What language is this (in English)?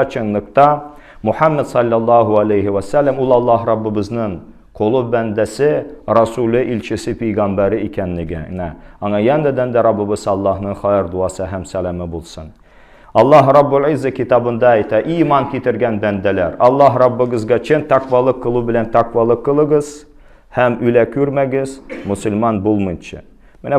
Tatar